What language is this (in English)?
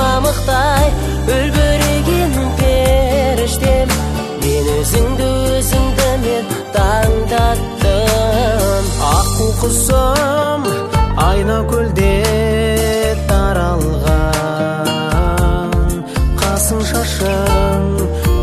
Kazakh